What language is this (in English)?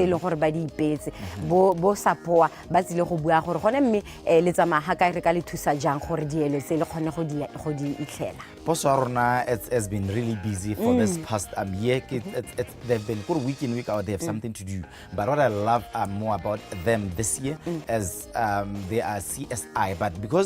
Tswana